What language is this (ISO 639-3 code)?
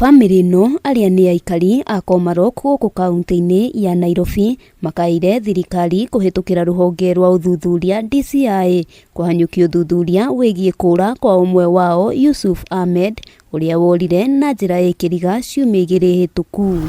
kik